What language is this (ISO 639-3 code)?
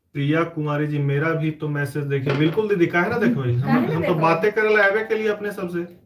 mag